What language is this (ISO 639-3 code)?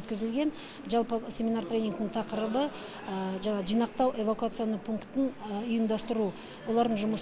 kaz